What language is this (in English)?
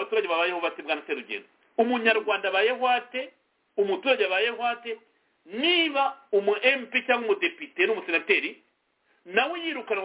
Kinyarwanda